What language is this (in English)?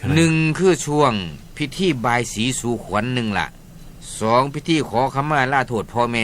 Northeastern Thai